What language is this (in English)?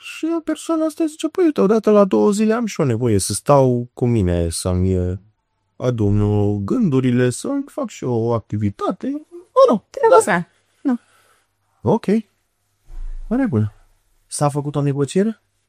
Romanian